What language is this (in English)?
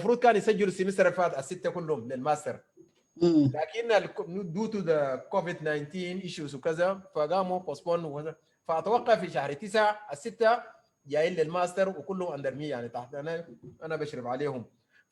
Sudanese Arabic